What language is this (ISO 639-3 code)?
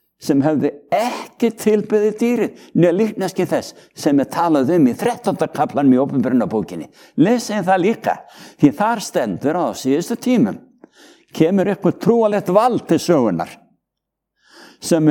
isl